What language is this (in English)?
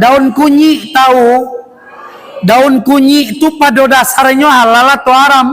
Minangkabau